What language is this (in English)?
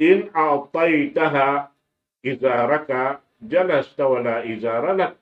Tausug